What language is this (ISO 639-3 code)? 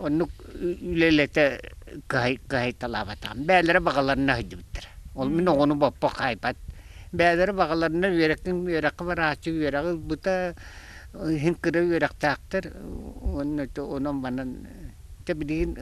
sah